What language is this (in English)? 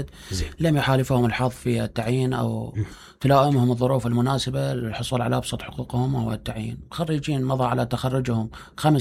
Mesopotamian Arabic